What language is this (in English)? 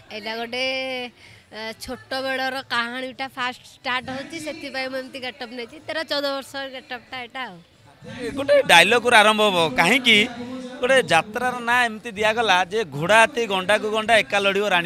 Odia